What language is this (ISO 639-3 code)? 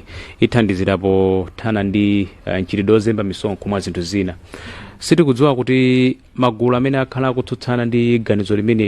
nya